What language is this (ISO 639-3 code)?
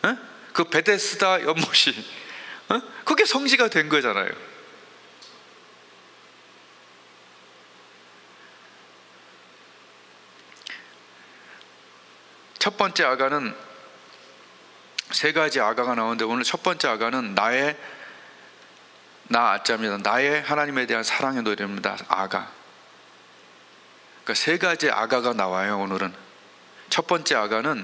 kor